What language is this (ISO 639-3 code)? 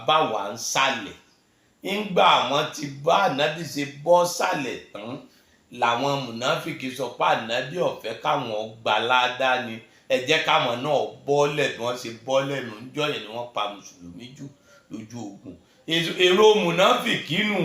yor